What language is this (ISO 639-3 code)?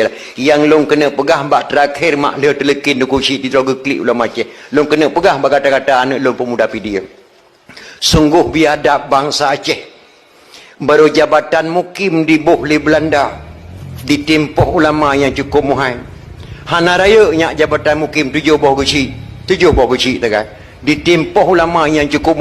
ace